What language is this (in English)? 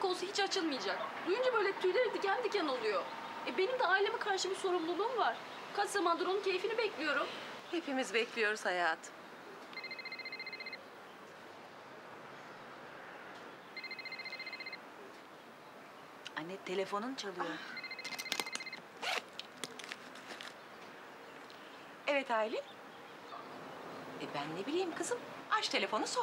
Turkish